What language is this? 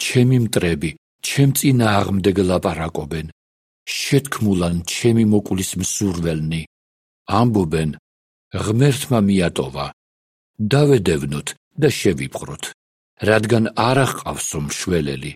Georgian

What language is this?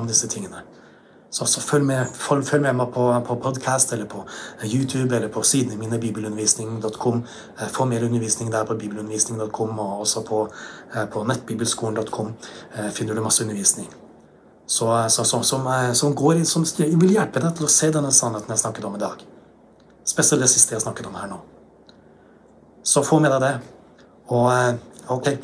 Norwegian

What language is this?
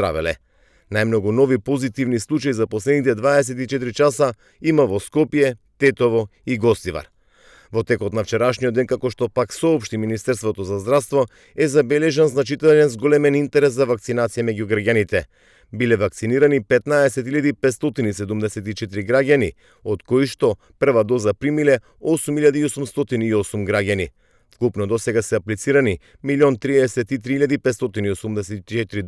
Macedonian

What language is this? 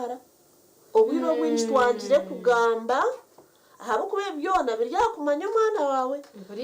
Nyankole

